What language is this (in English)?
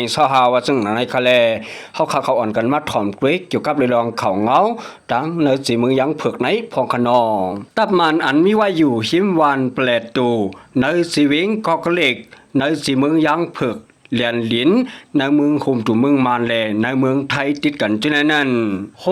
Shan